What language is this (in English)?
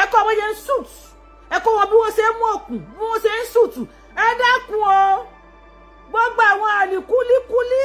Yoruba